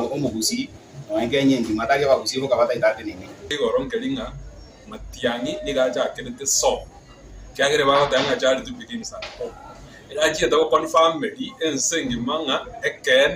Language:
Gusii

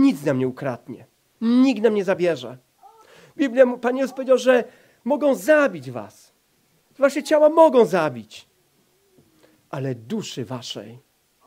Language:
Polish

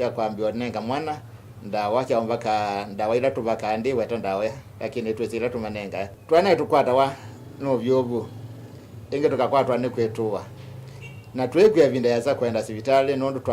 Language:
Kamba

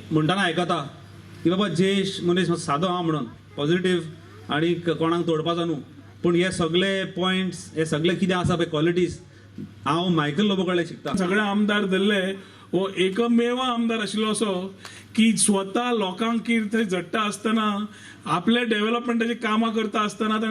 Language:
Konkani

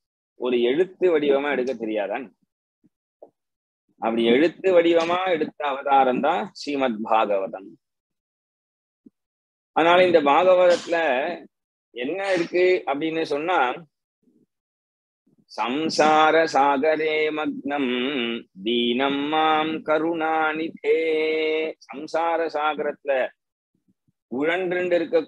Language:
Tamil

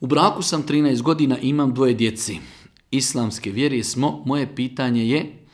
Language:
Bosnian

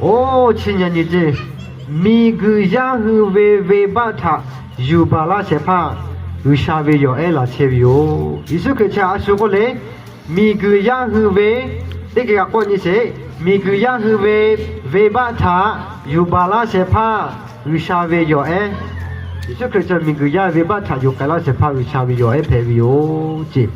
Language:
Lahu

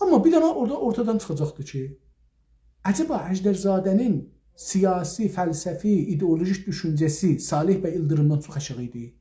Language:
South Azerbaijani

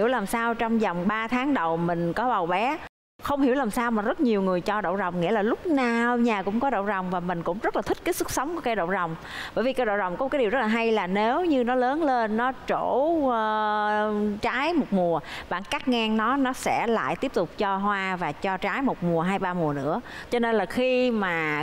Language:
Vietnamese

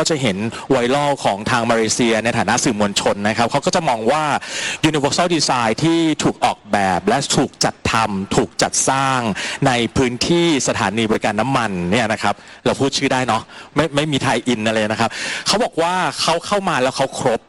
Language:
Thai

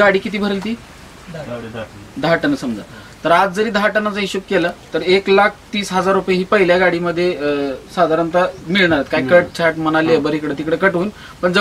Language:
Marathi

